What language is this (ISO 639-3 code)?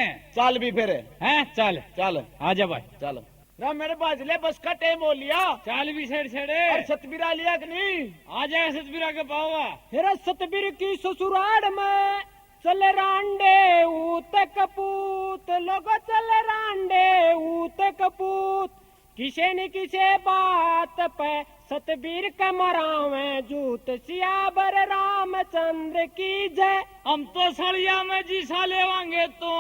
bgc